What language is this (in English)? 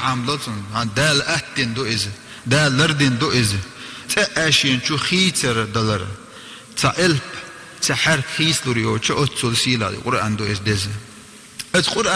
Chechen